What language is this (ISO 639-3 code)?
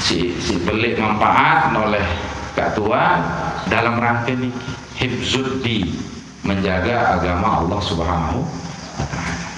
sas